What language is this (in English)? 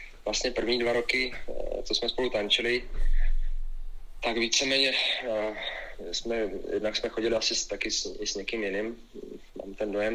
Czech